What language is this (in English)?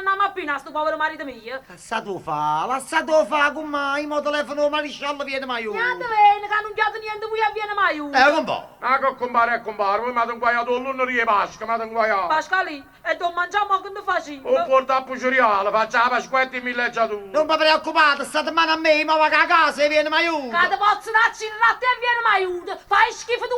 Neapolitan